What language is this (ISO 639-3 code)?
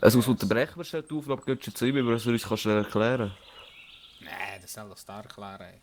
gsw